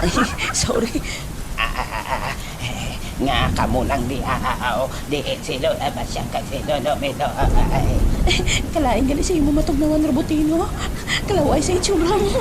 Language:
Hiligaynon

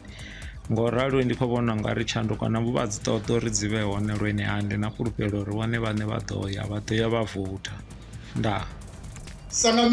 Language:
Venda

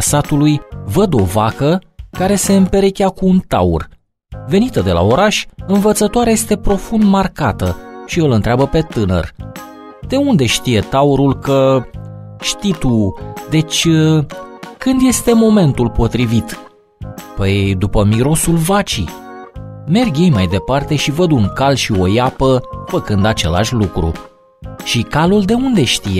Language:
Romanian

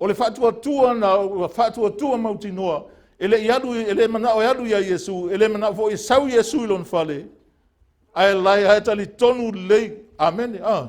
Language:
Samoan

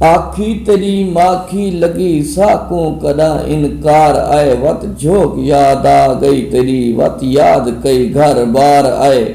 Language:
Saraiki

